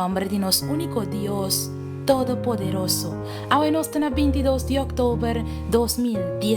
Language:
Papiamento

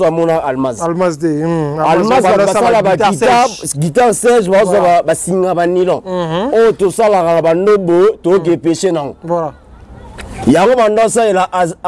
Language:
Lingala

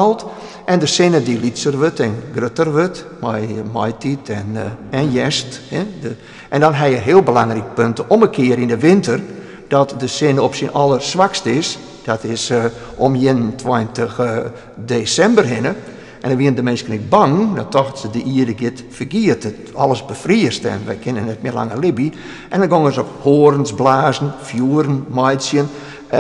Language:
Western Frisian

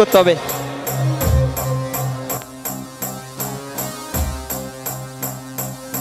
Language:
Bangla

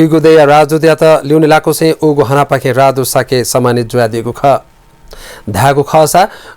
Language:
Newari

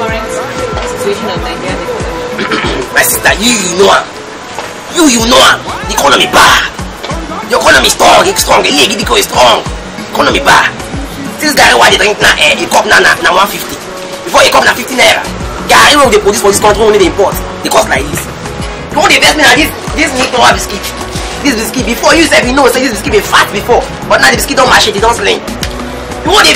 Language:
Nigerian Pidgin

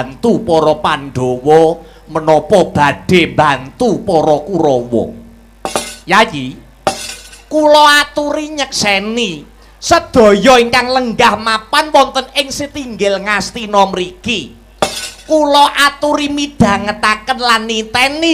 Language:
Javanese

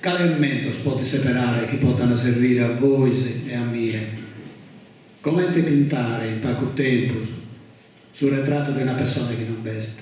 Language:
Sardinian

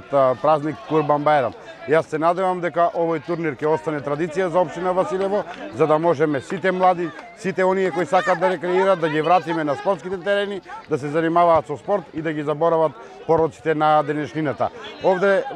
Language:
Macedonian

